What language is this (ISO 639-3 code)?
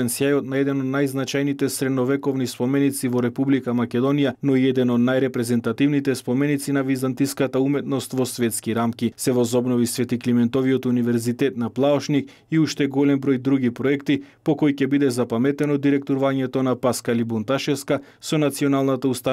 mkd